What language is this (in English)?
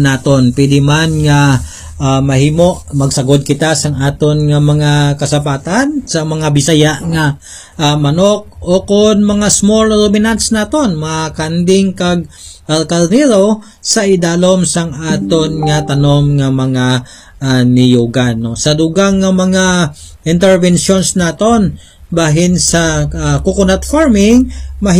Hiligaynon